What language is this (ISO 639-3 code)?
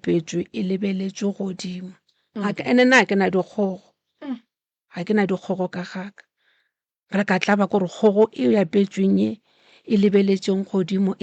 nso